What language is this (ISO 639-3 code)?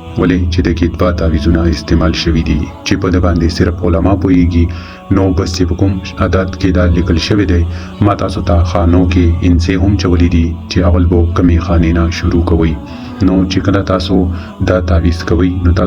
pus